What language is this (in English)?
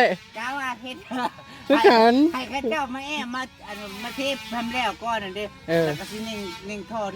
Northeastern Thai